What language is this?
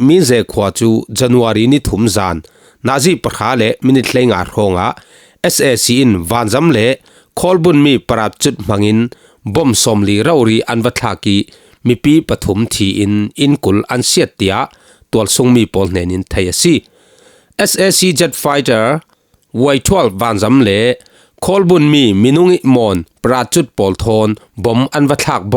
Falam Chin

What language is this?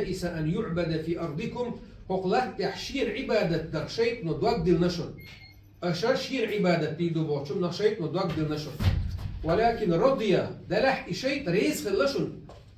Chechen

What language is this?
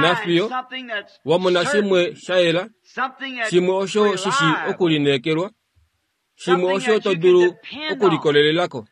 Kuanyama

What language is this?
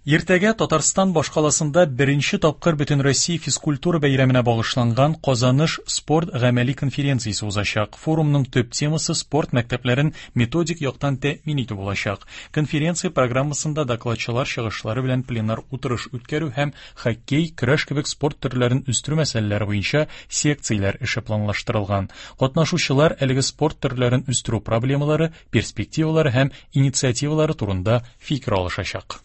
Tatar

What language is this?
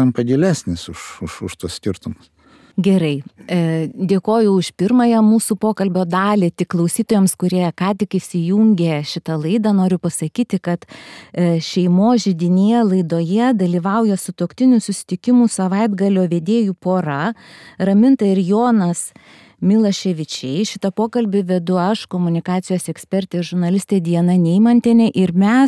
Lithuanian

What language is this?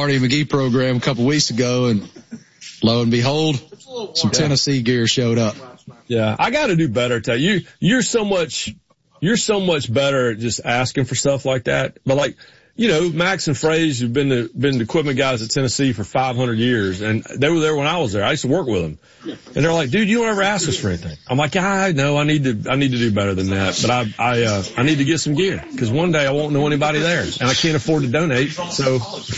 English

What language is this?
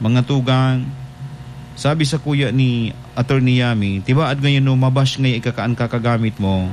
Bikol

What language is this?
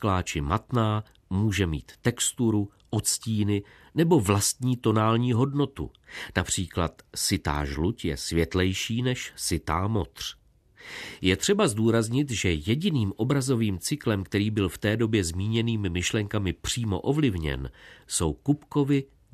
Czech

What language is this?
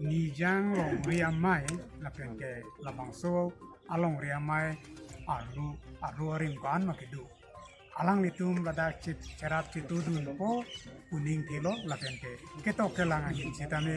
Karbi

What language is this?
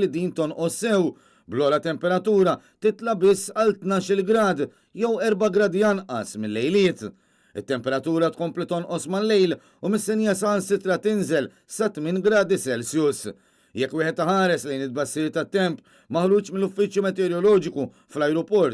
Maltese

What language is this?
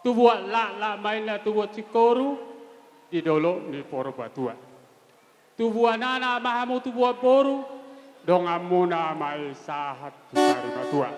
Batak Toba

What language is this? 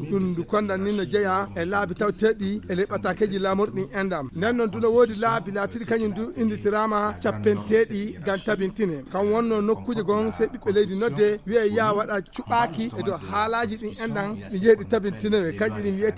Fula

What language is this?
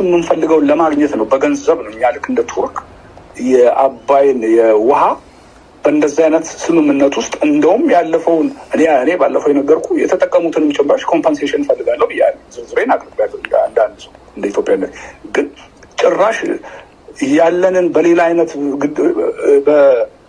Amharic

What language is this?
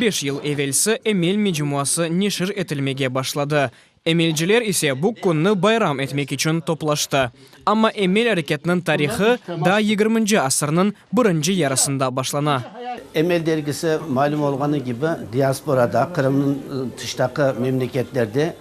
Crimean Tatar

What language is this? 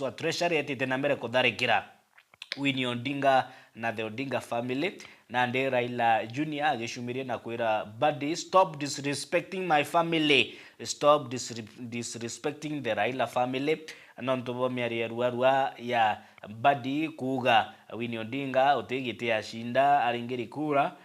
Meru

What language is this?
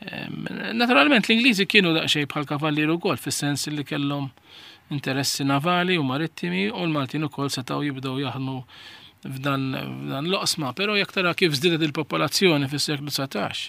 Maltese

